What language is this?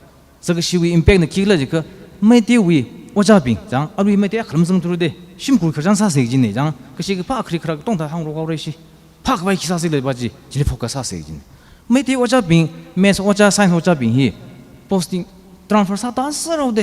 Tangkhul Naga (India)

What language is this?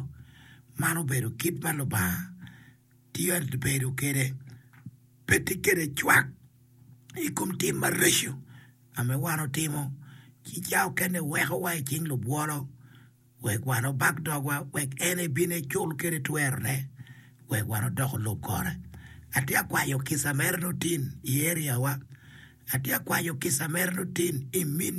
Acoli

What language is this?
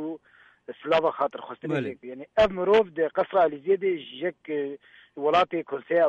Kurdish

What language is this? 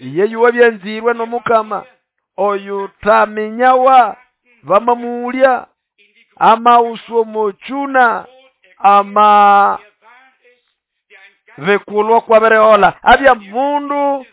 Nande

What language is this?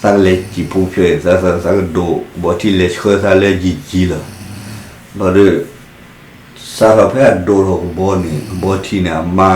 S'gaw Karen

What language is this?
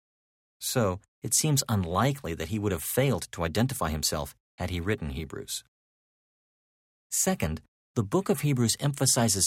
English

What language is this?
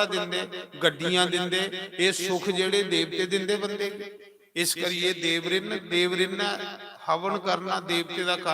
Dogri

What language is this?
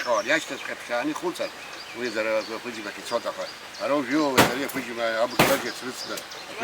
Abkhazian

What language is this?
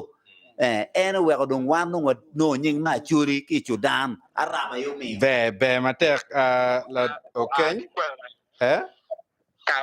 Acoli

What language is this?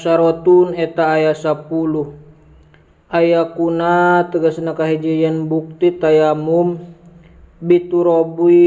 Sundanese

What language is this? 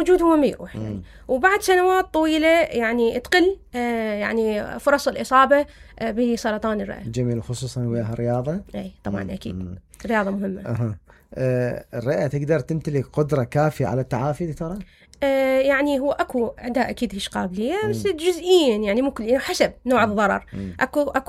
Mesopotamian Arabic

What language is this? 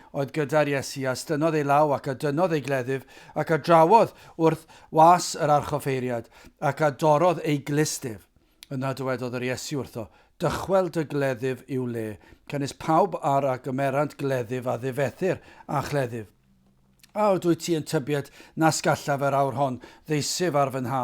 Welsh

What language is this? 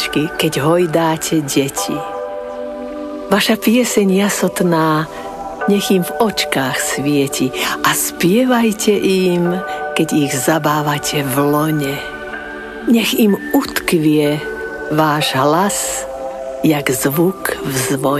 Slovak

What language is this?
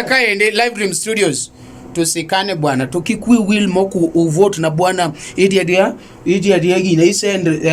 Luo (Kenya and Tanzania)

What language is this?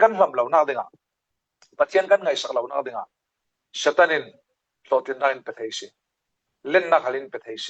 Falam Chin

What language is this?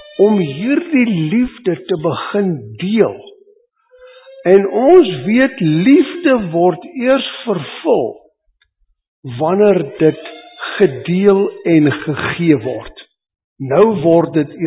Afrikaans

